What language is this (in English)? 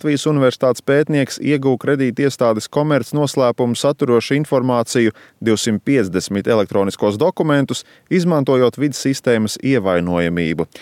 Latvian